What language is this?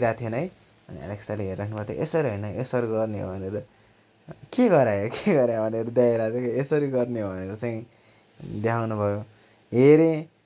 Nepali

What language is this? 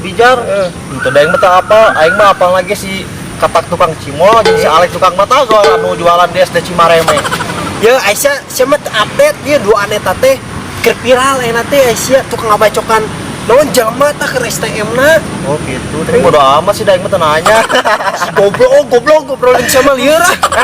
Sundanese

